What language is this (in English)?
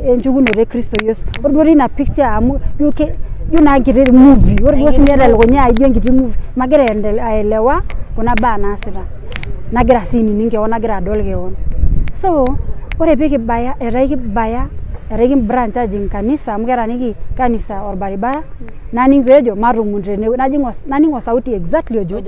Masai